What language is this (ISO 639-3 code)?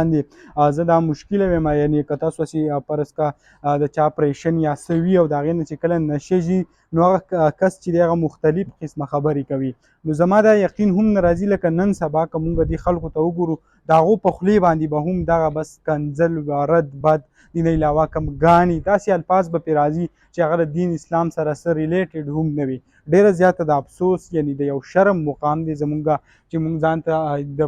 pus